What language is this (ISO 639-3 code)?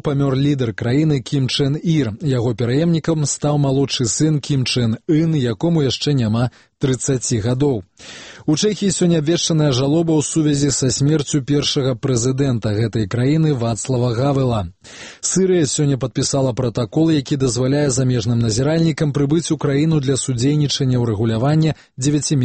bel